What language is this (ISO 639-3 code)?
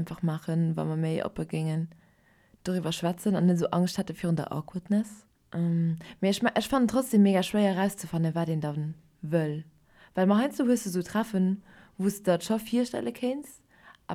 ltz